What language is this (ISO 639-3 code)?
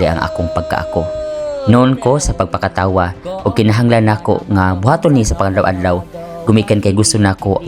ceb